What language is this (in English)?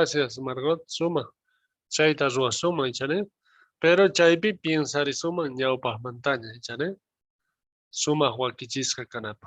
South Bolivian Quechua